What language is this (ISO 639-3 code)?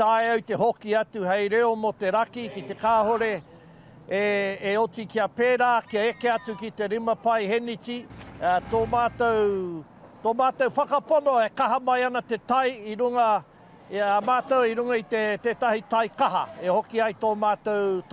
mri